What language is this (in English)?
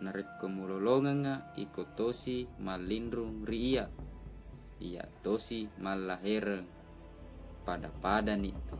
Buginese